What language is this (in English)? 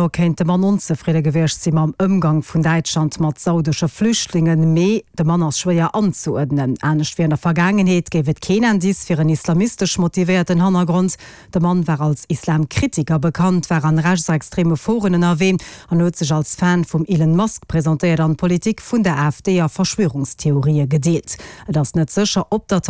Luxembourgish